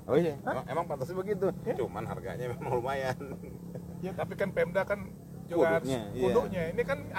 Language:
Betawi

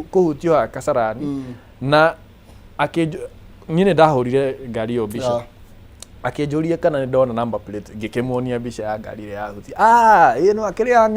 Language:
Kikuyu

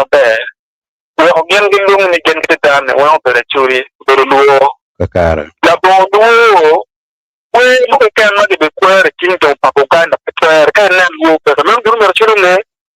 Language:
Acoli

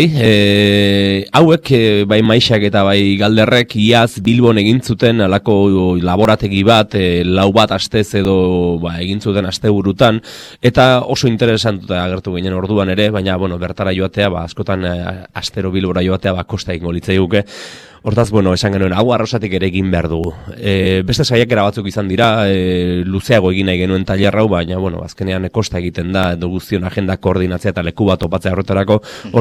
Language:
Basque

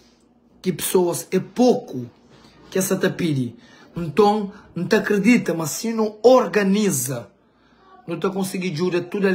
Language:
Kabuverdianu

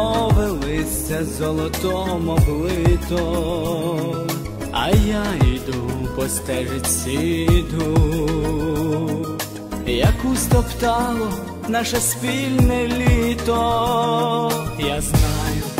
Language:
Ukrainian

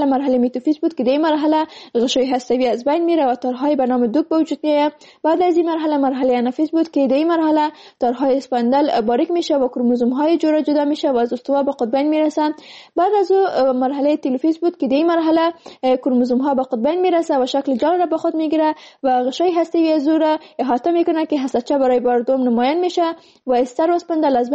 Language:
Persian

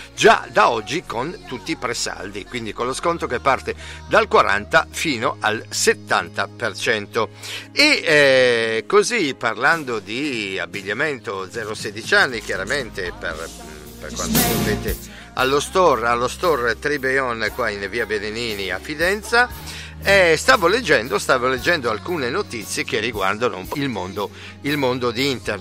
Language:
Italian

